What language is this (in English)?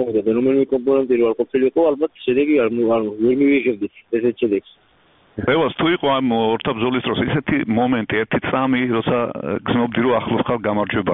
Georgian